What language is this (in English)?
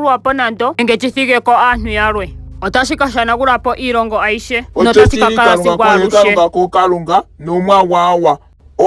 Ndonga